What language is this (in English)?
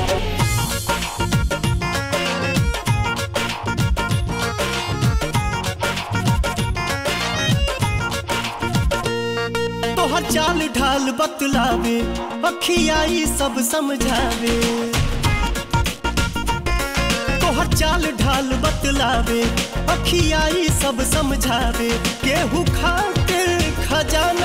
Bhojpuri